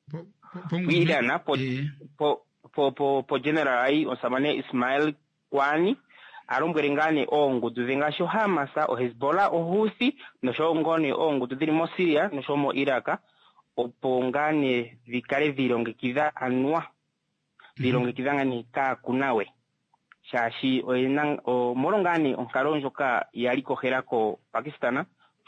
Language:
Kuanyama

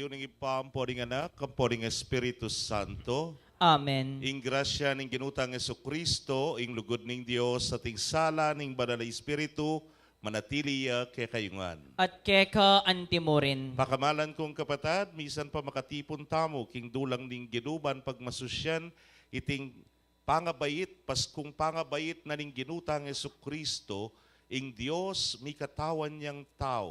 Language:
Pampanga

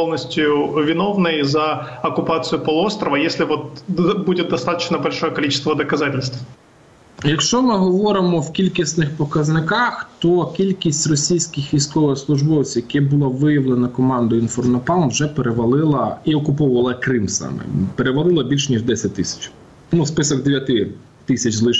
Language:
Ukrainian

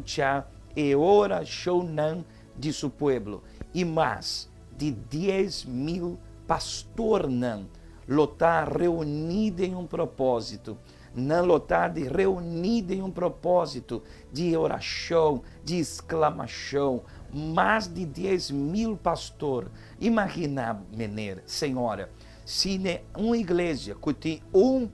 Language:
Papiamento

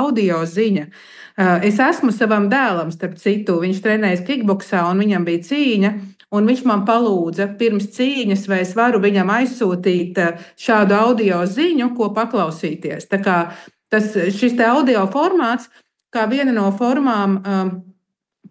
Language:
Latvian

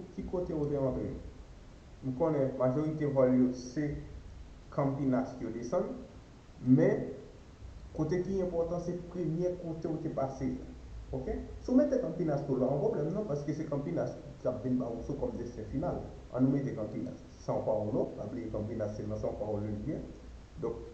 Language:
Haitian Creole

